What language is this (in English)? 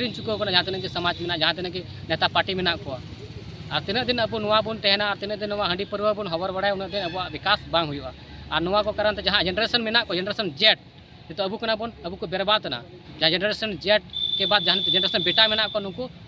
Santali